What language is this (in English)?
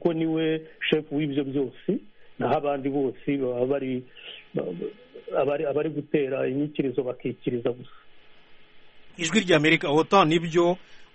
Kinyarwanda